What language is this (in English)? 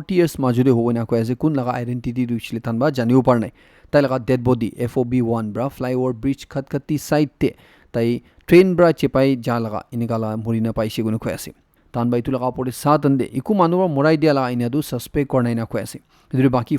Naga Pidgin